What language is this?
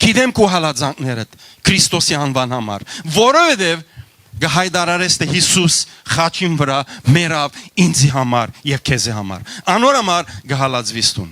Western Armenian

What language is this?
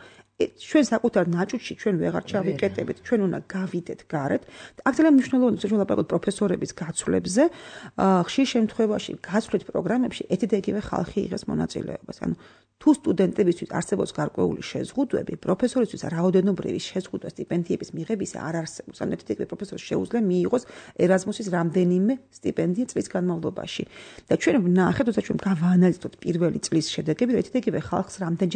Georgian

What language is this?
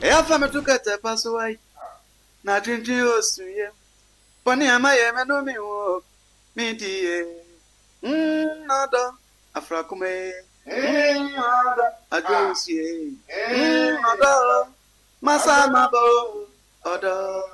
Akan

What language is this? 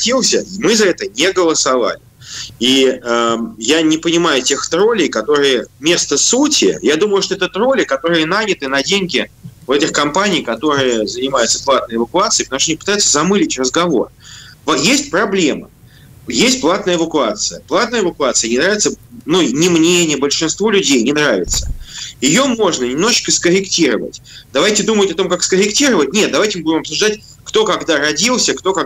Russian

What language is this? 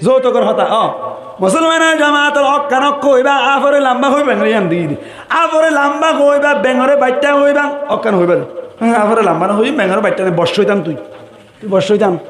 Rohingya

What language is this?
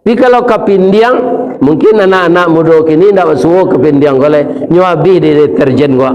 Minangkabau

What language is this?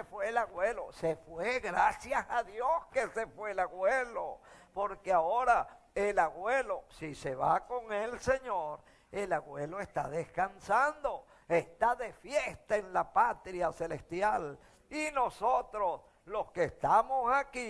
Spanish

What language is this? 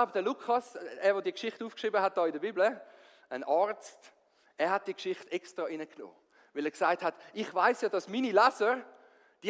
Swiss German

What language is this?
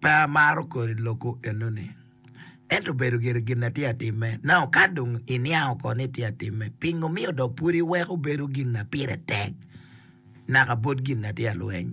Acoli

